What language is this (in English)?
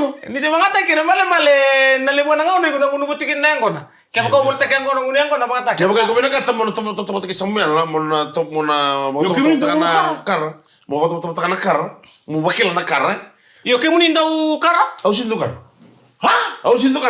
Fijian